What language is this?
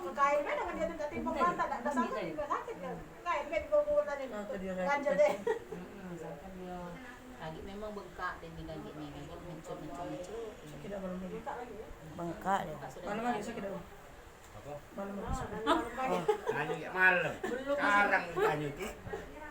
Musi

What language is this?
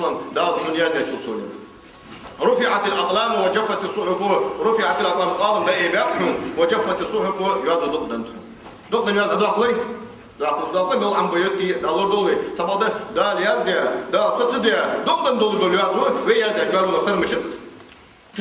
Ingush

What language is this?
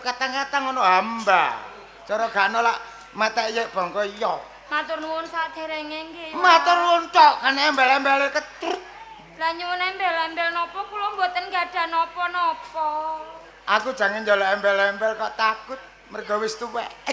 Javanese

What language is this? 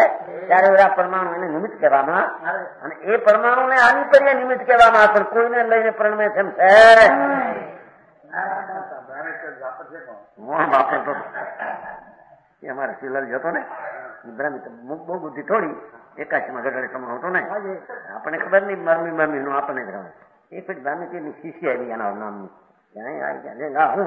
Gujarati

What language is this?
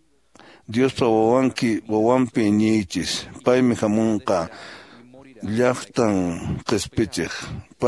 Quechua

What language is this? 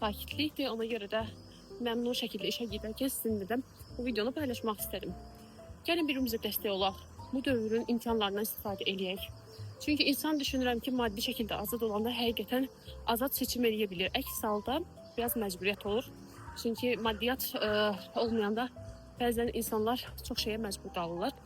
Azerbaijani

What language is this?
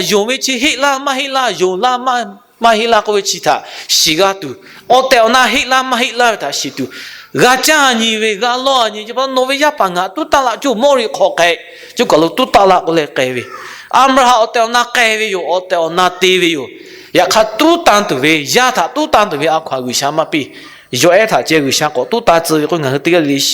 Lahu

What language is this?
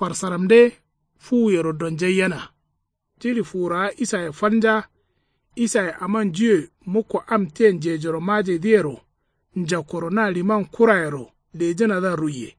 Kanuri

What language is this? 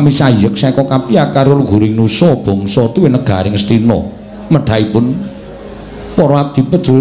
Javanese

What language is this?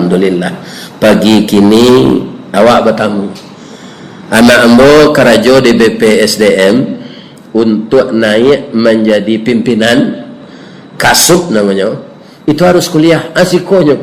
Minangkabau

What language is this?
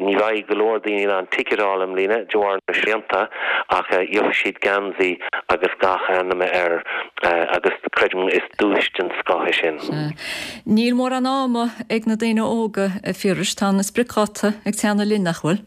Irish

